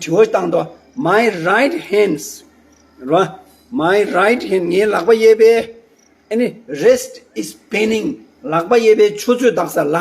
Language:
Tibetan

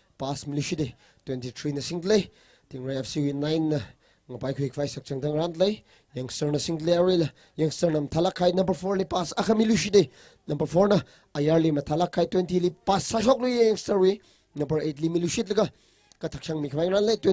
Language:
Tangkhul Naga (India)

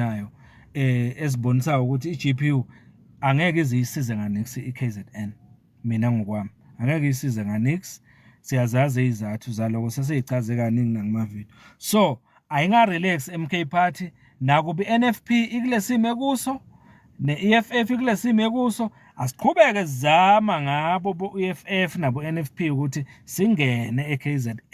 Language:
Zulu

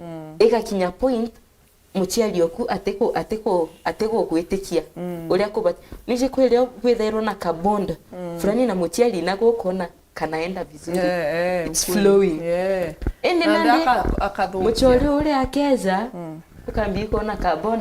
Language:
Meru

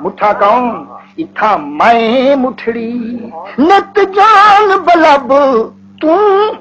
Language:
Saraiki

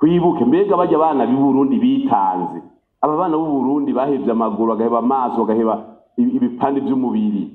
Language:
Rundi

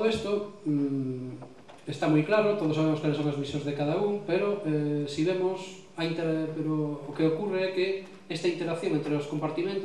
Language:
Galician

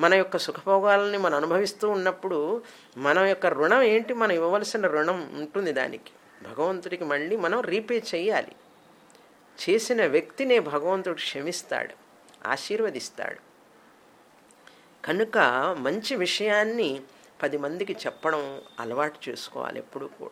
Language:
Telugu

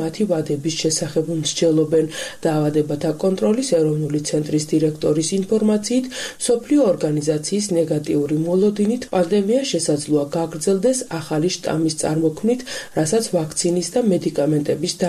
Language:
Georgian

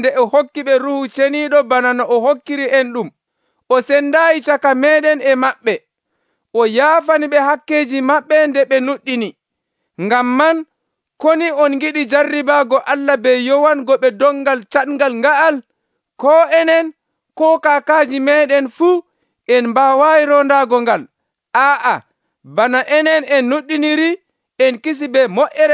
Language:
Nigerian Fulfulde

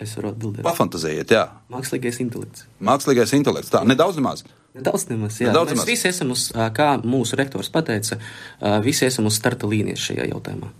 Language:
Latvian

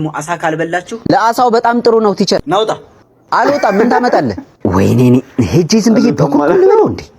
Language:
Amharic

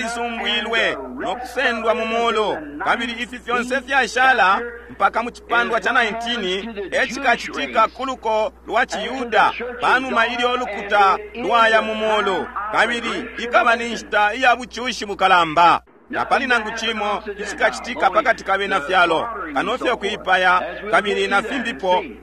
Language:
Bemba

